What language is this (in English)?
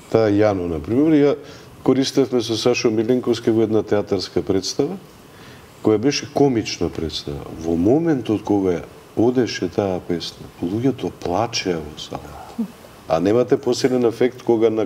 Macedonian